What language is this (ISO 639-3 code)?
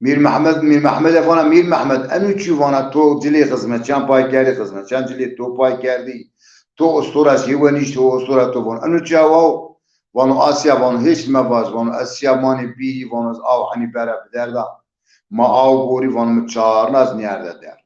zza